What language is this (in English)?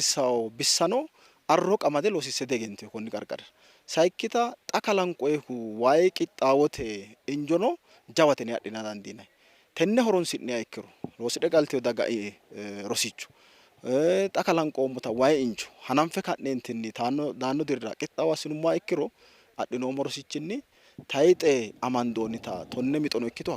Sidamo